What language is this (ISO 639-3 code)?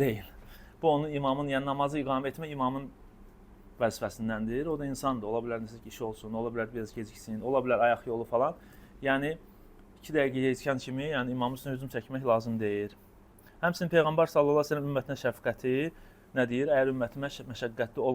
aze